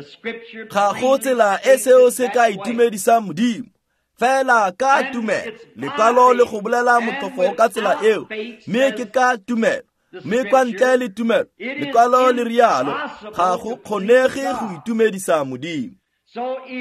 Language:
Tswana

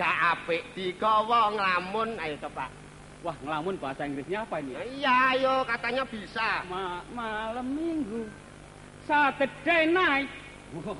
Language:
Betawi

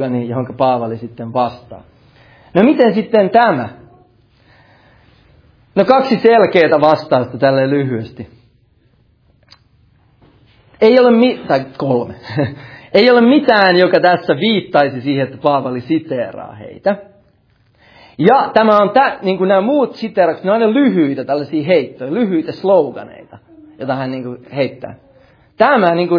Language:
Finnish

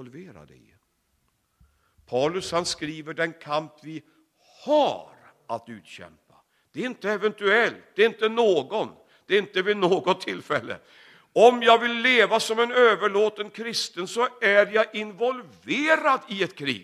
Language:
Swedish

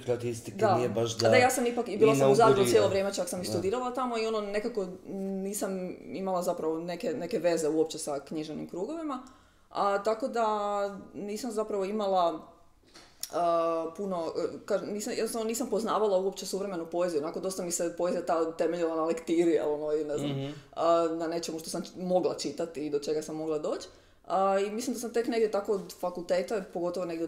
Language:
Croatian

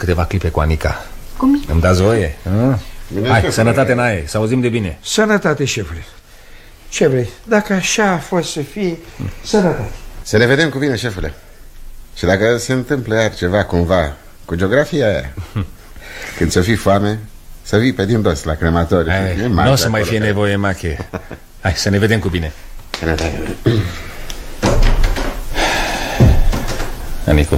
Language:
Romanian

